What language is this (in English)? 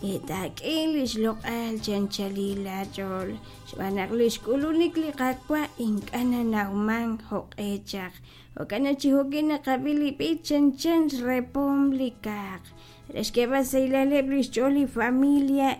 Kekchí